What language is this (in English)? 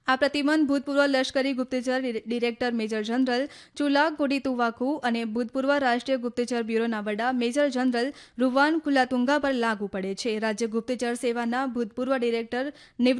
Gujarati